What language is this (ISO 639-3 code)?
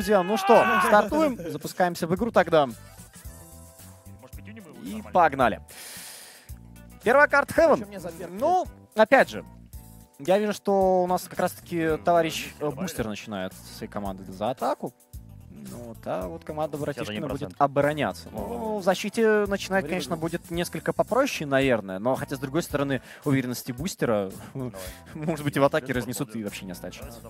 rus